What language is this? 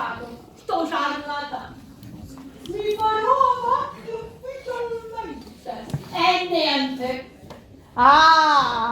Sicilian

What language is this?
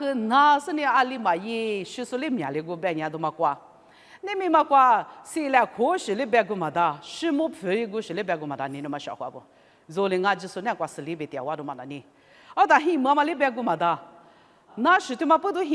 Lisu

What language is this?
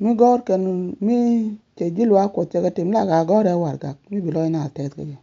Nuer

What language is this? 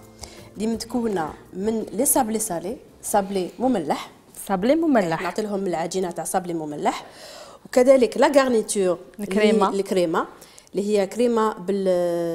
Algerian Arabic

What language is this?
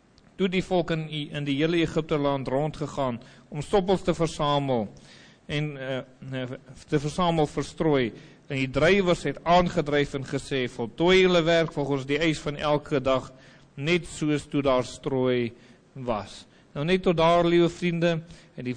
Afrikaans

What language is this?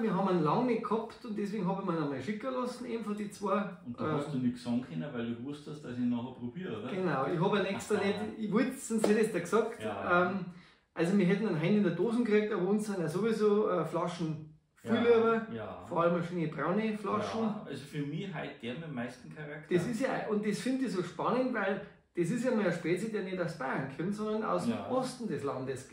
Bavarian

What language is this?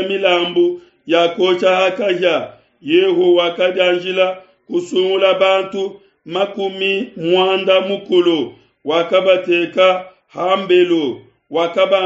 Luba-Lulua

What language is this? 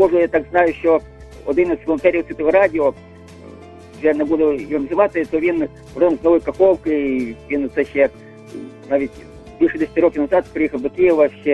Ukrainian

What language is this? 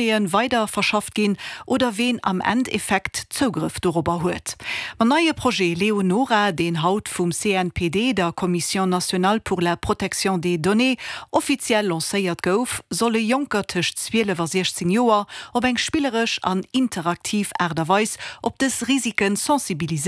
Luxembourgish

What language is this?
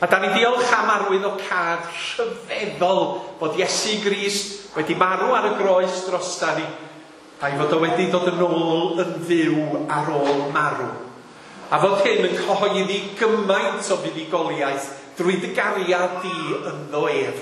Welsh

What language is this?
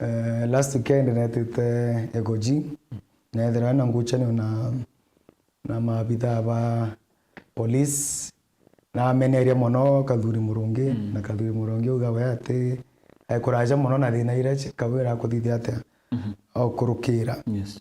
Meru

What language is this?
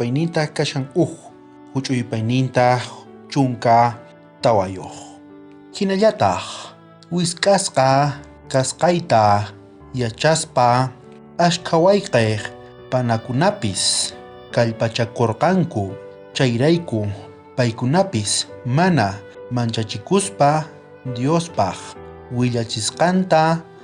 South Bolivian Quechua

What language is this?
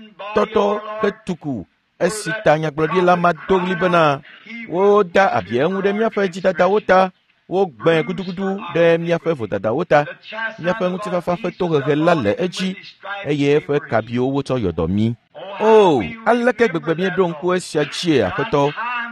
Ewe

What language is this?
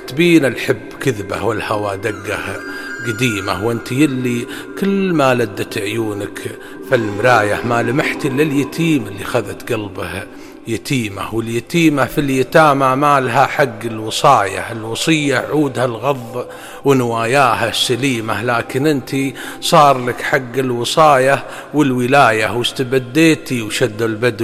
Najdi Arabic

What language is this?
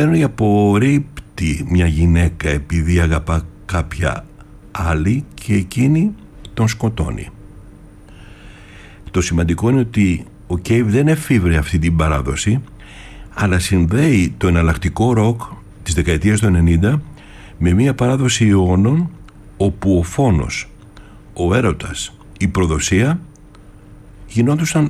Greek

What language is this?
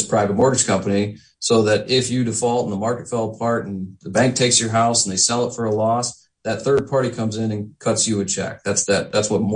English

